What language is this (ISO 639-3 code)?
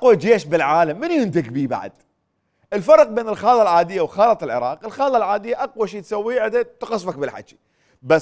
acm